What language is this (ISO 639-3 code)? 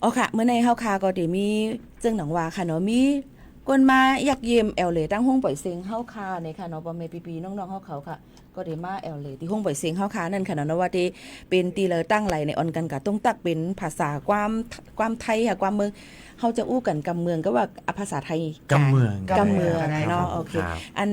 shn